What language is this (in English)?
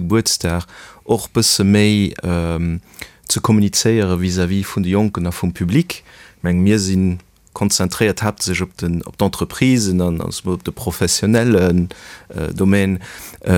Luxembourgish